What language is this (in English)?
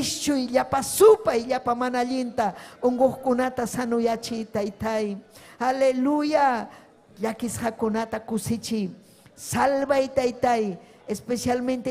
Ayacucho Quechua